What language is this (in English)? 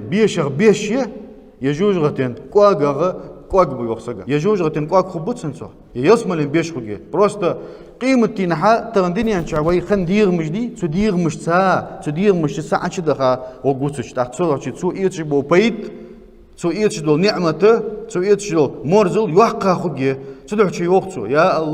Ingush